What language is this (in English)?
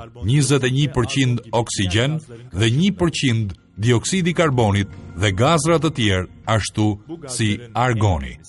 Albanian